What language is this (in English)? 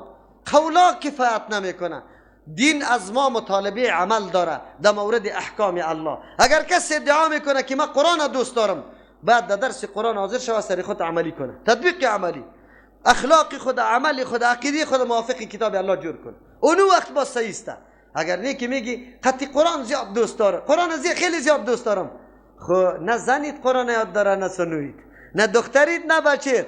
Persian